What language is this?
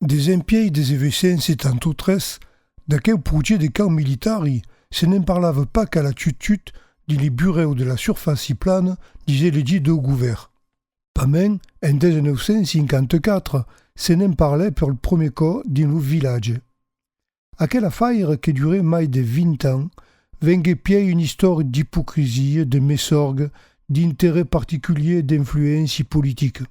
Occitan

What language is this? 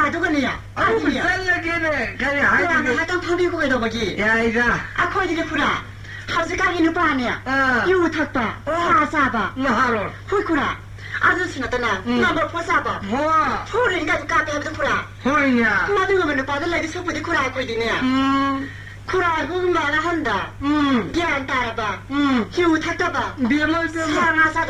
Manipuri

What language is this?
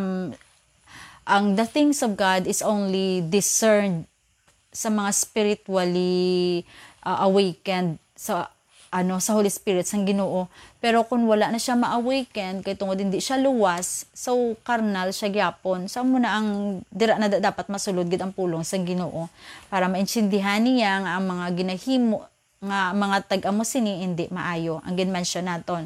Hiligaynon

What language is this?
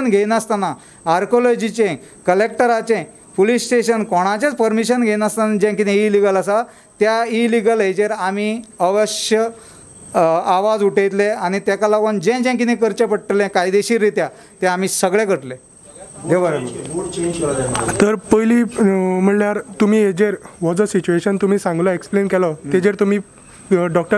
Konkani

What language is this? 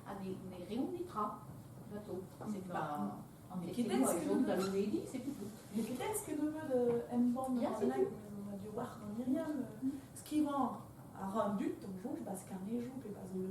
Breton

